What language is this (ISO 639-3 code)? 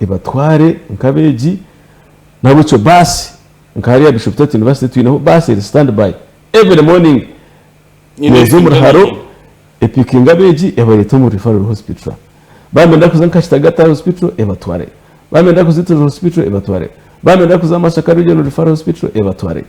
nyn